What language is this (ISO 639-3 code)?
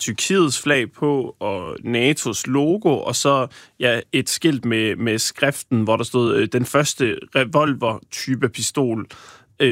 dan